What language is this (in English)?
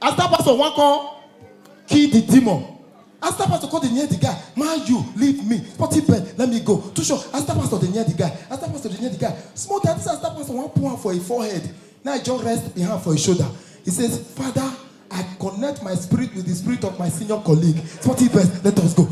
Nigerian Pidgin